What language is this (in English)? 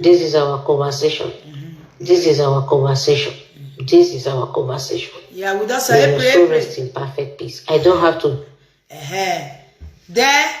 Nigerian Pidgin